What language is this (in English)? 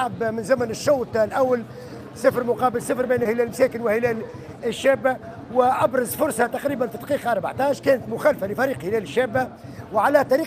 Tunisian Arabic